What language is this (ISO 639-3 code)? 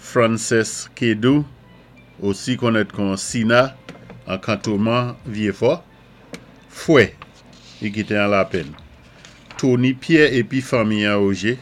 acf